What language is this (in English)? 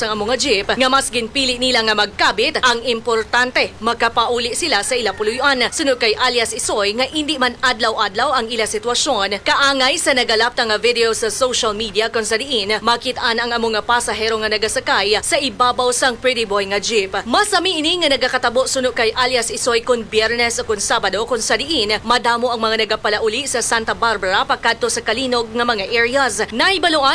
Hiligaynon